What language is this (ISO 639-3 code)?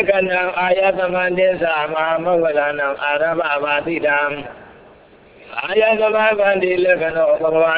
mya